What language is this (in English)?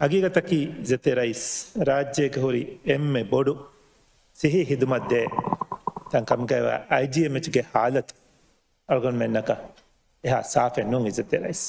Divehi